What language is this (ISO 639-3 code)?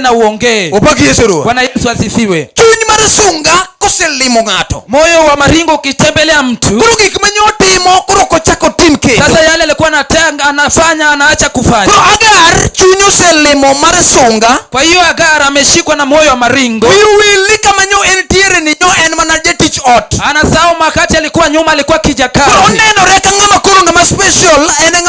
luo